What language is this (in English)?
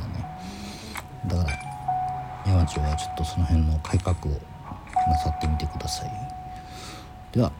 Japanese